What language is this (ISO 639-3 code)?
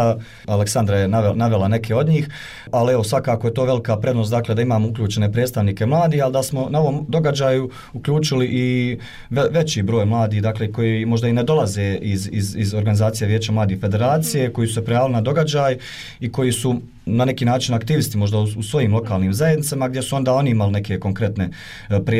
bos